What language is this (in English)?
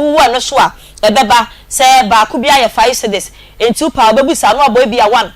Akan